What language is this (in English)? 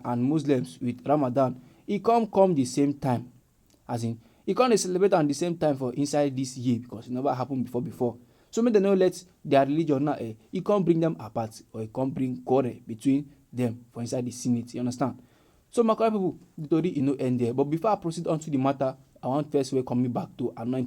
Nigerian Pidgin